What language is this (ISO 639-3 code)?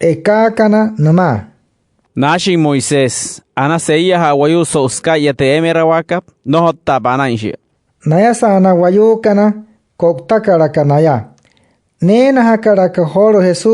guc